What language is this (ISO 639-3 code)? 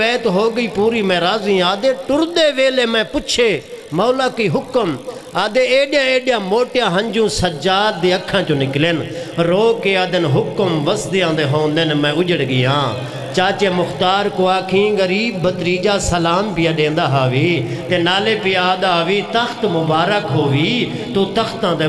skr